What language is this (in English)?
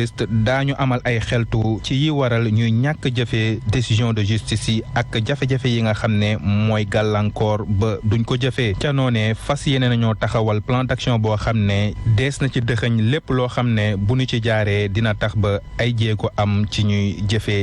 Wolof